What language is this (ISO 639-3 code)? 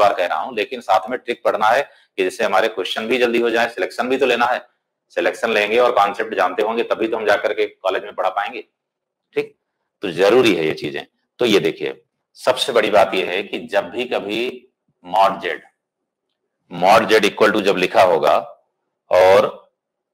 hin